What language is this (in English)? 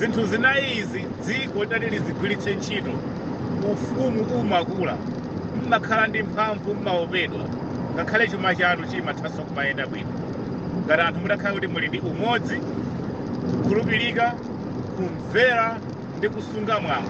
Nyanja